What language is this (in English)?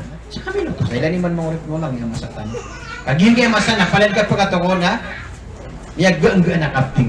Maranao